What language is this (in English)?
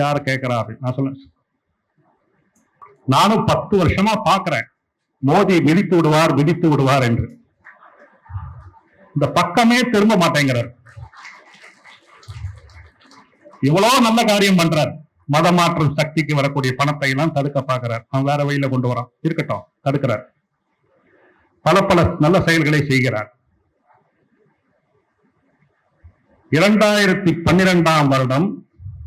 Tamil